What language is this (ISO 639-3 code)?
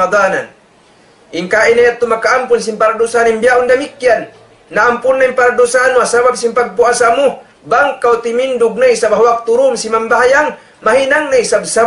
tsg